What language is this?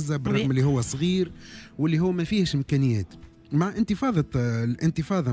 Tunisian Arabic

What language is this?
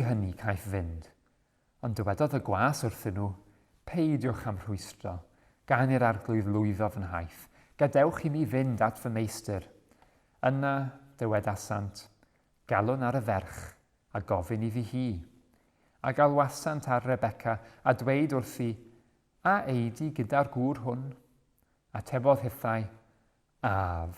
Welsh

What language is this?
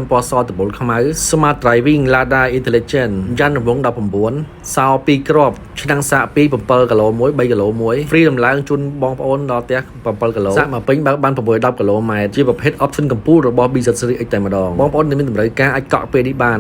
Khmer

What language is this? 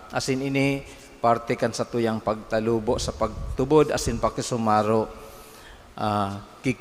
Bikol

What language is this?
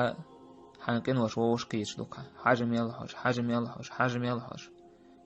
Chechen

